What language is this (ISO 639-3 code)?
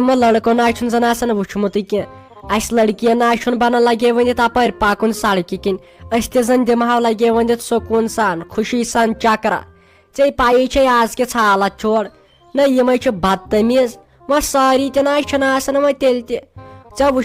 kas